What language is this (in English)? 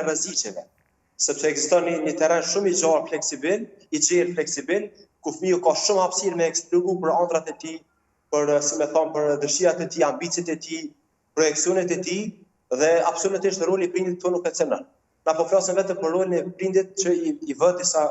Albanian